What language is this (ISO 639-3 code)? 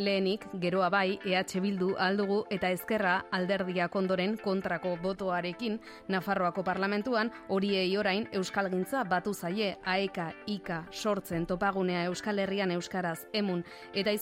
eus